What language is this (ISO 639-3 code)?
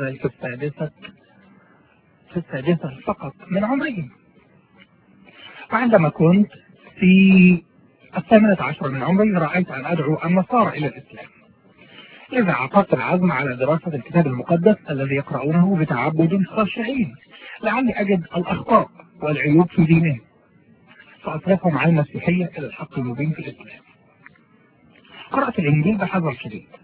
ara